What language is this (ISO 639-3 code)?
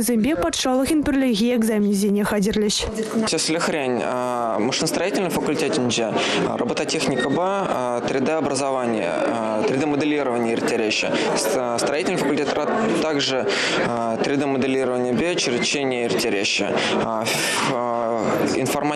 chv